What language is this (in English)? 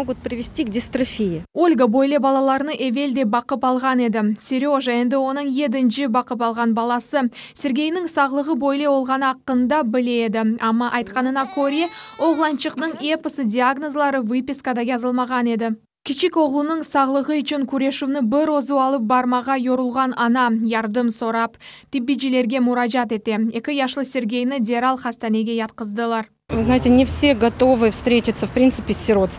Crimean Tatar